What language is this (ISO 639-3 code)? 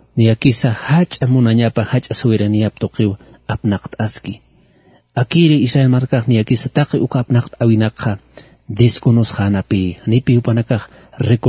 aym